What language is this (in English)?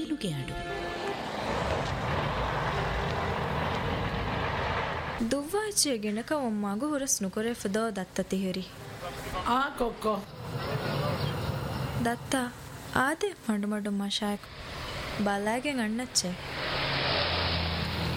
Divehi